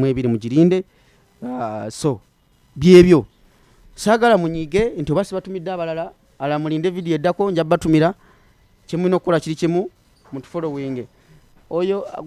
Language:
Ganda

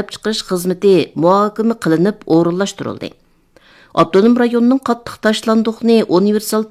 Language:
Uyghur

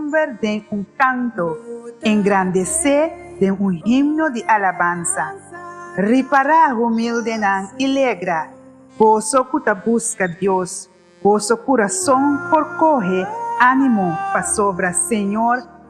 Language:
Papiamento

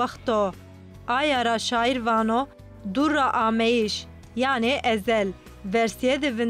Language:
Kurdish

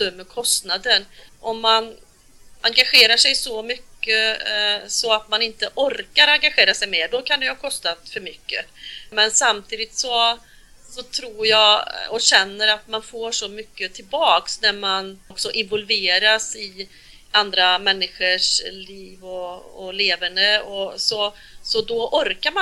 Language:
Swedish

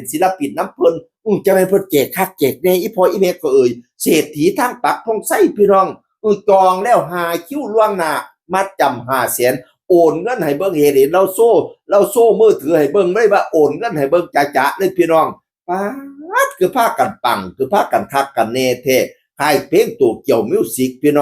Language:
Northeastern Thai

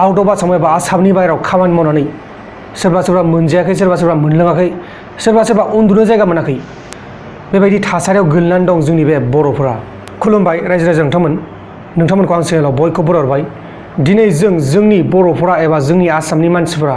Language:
Bodo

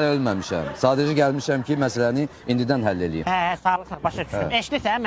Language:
Azerbaijani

